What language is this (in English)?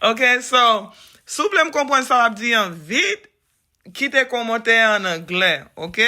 Haitian Creole